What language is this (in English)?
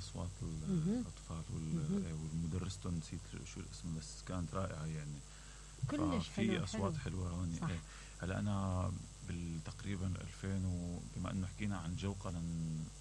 Mesopotamian Arabic